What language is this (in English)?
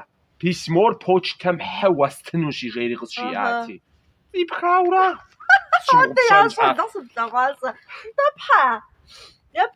Kabardian